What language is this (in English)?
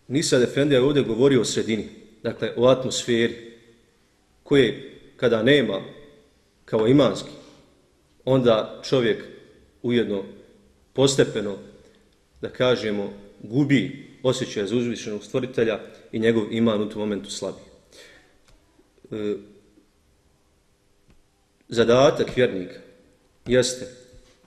Bosnian